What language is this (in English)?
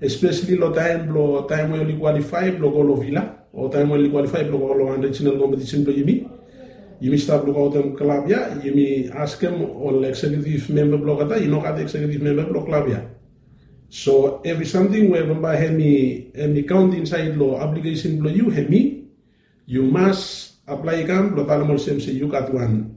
Bislama